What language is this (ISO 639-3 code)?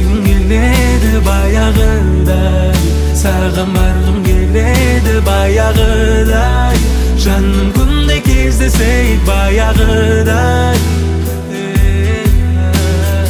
kaz